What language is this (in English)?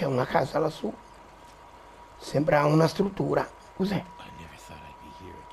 Italian